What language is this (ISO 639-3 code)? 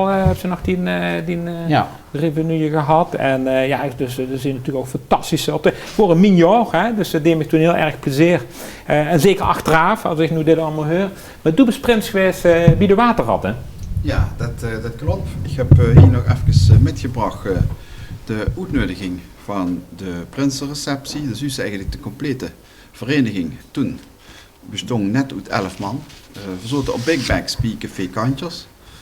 lim